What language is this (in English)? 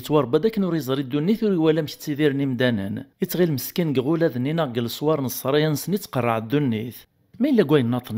Kabyle